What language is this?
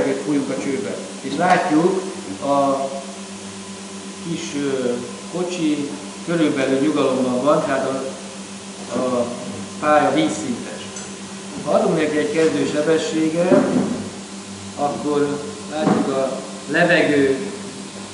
Hungarian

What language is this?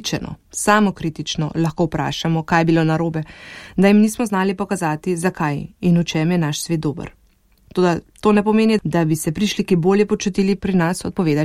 Slovenian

